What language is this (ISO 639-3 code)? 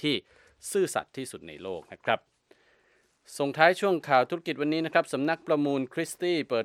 tha